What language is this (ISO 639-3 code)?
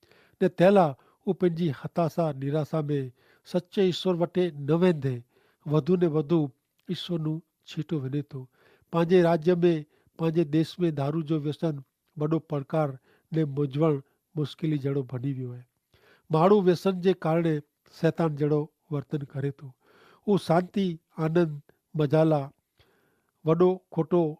kfr